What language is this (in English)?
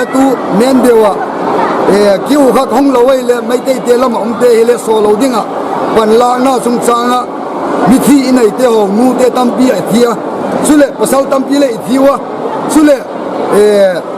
Paite Chin